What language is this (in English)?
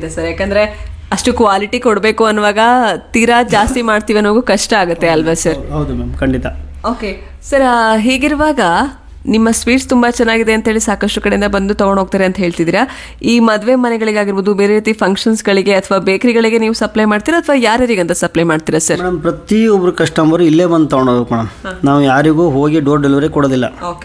Kannada